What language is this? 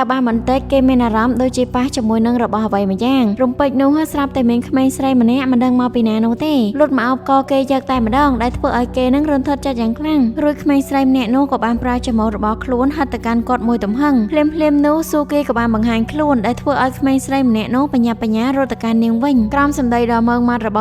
Khmer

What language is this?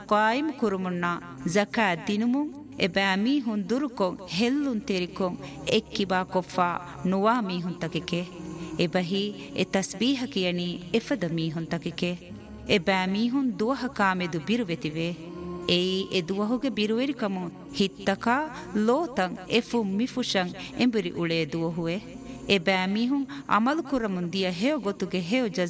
Divehi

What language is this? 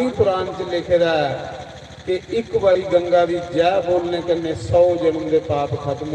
Dogri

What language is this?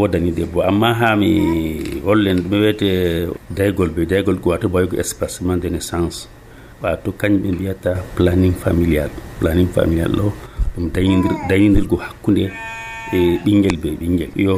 Nigerian Fulfulde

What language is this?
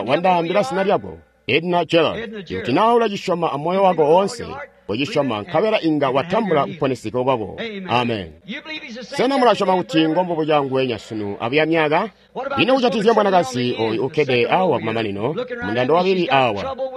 Tonga (Zambia)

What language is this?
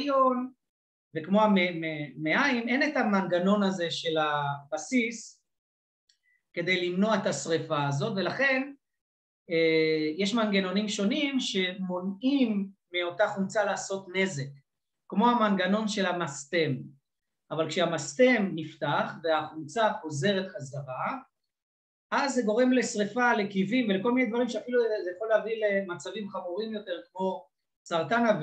Hebrew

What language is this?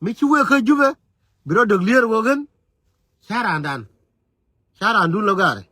Nuer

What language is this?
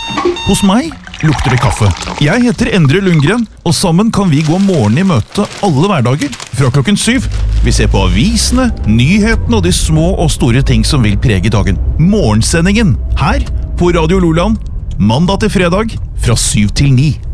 Norwegian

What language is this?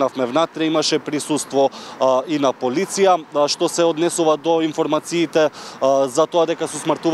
Macedonian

